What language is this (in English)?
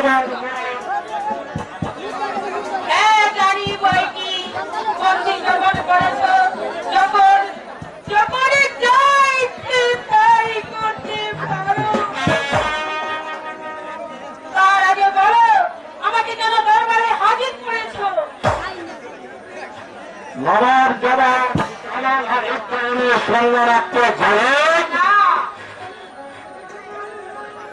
Bangla